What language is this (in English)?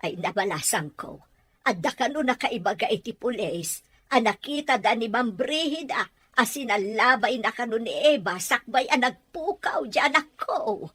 Iloko